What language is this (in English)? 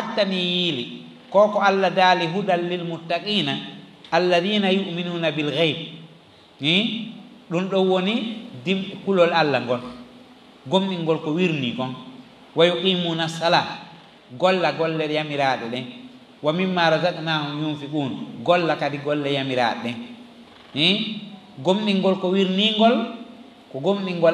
Fula